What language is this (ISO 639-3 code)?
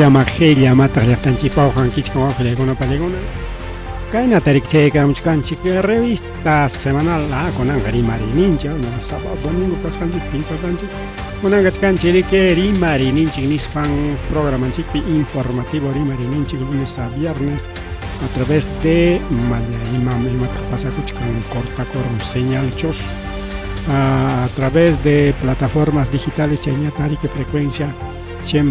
quy